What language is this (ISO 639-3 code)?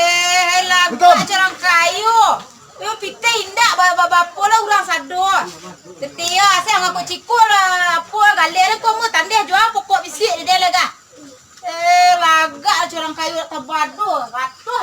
min